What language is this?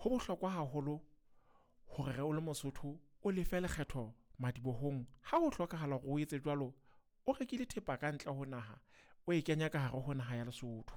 Southern Sotho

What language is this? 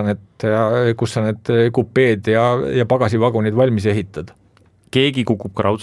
Estonian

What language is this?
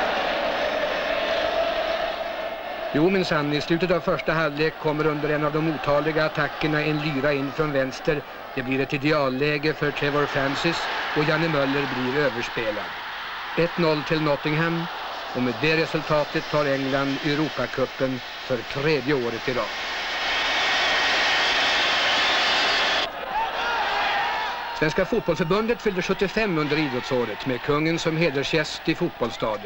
Swedish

